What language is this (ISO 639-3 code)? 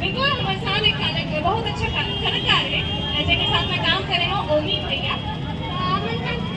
hne